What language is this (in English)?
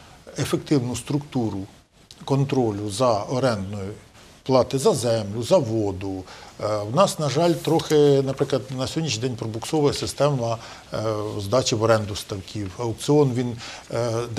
Ukrainian